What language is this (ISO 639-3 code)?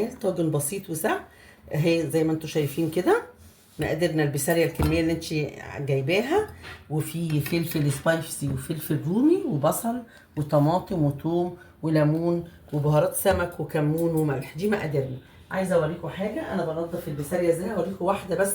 arz